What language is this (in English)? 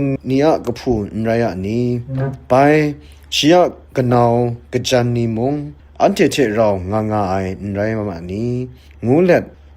Kachin